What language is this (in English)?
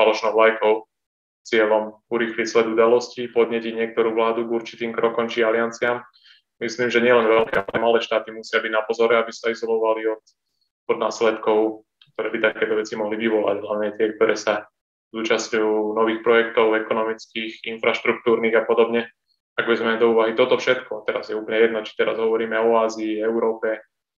Slovak